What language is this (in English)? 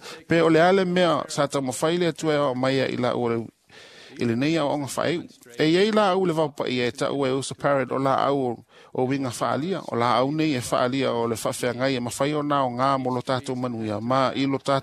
Samoan